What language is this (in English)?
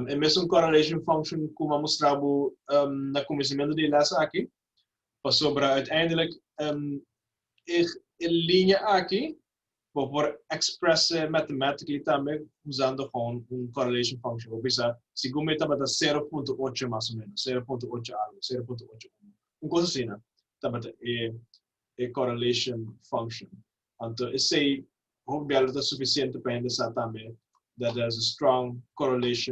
Papiamento